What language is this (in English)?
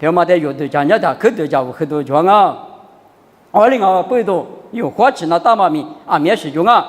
Lisu